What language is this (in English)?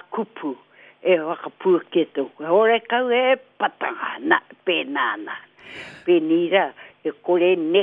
Māori